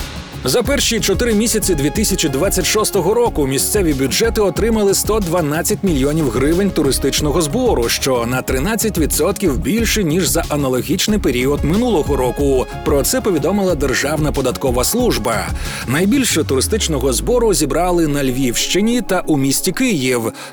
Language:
Ukrainian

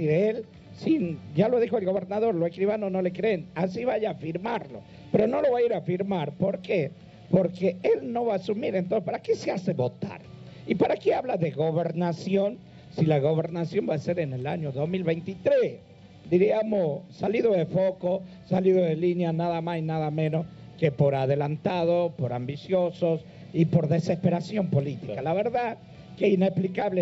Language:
Spanish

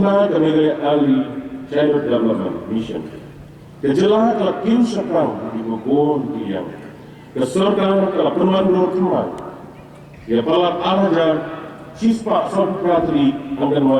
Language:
Khasi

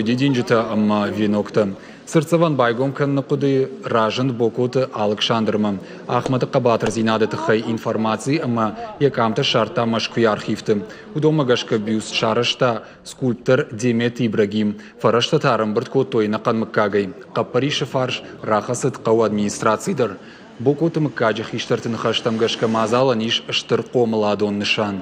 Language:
Ossetic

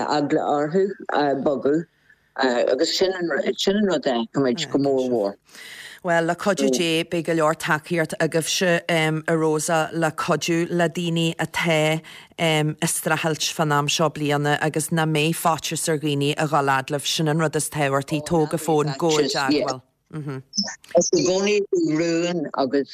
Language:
Irish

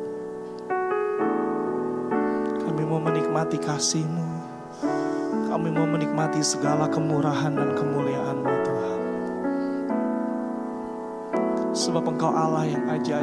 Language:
Indonesian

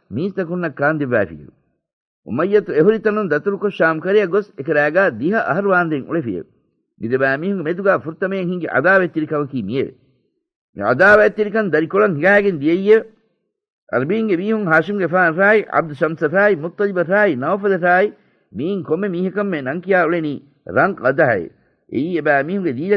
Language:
Divehi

